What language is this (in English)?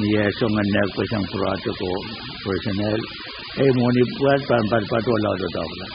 Pohnpeian